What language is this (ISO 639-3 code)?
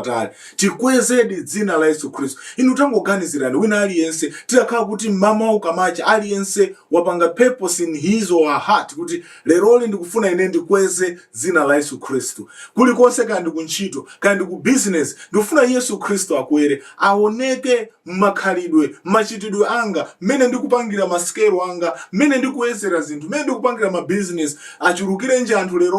nya